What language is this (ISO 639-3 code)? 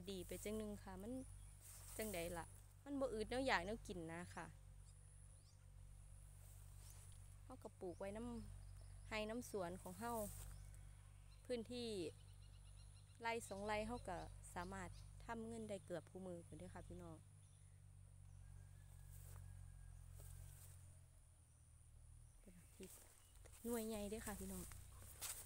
tts